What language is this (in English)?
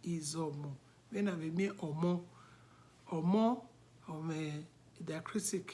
Bini